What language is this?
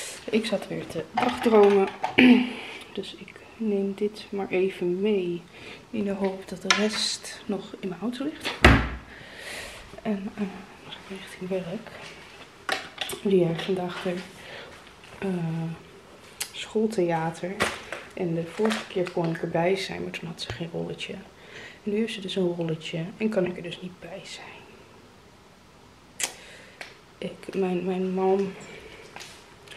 Dutch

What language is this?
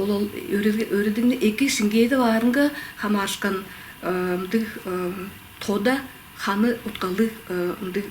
Tuvinian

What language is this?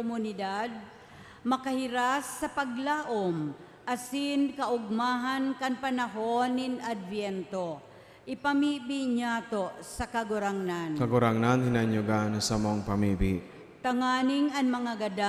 Bikol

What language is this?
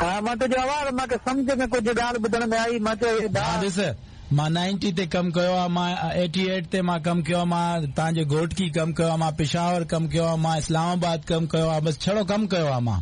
Sindhi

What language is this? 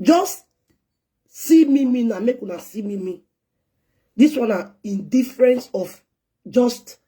Nigerian Pidgin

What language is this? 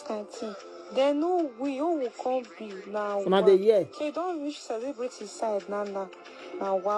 Nigerian Pidgin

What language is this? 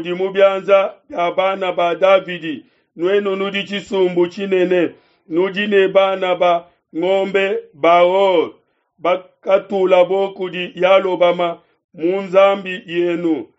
Luba-Lulua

